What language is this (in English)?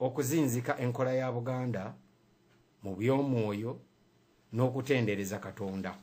Ganda